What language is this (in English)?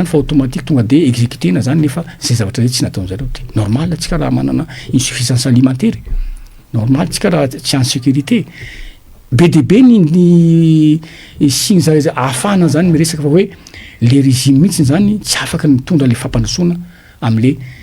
Malagasy